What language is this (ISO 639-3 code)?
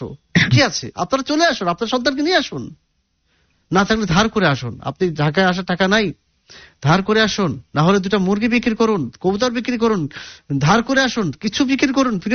ben